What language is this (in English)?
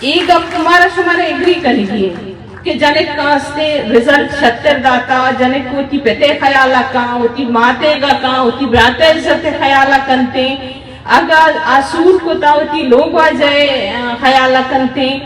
Eastern Balochi